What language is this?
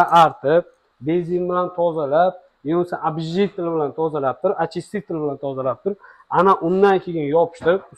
Uzbek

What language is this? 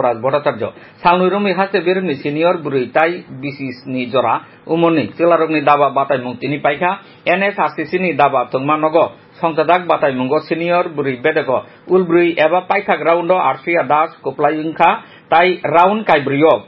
Kok Borok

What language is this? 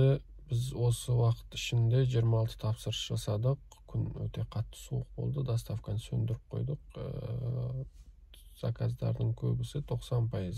Kazakh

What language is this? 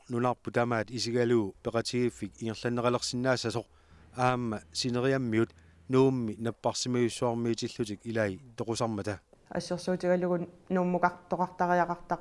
Kalaallisut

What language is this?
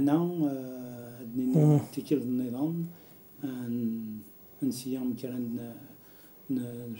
Kabyle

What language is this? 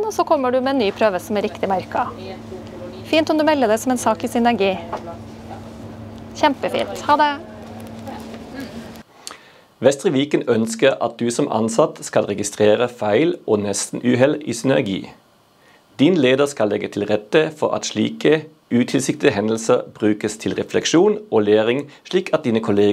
Norwegian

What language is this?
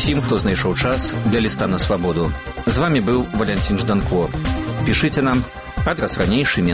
Belarusian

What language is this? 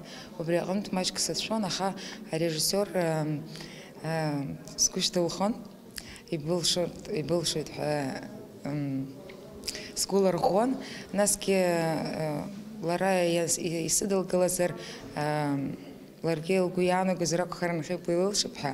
Abkhazian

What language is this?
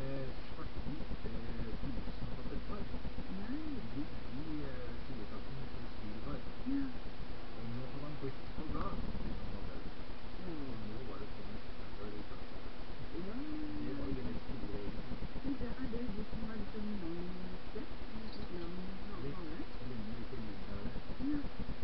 Norwegian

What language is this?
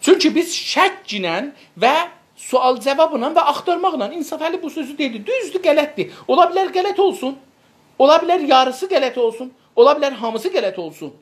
South Azerbaijani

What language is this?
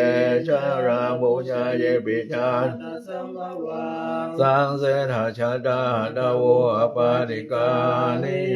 Pali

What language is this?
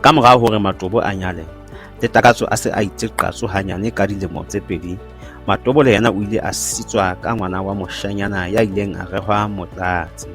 Southern Sotho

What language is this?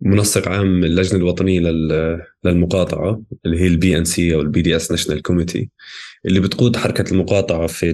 North Levantine Arabic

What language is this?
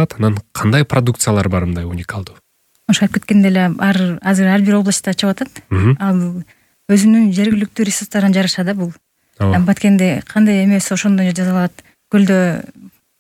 Kyrgyz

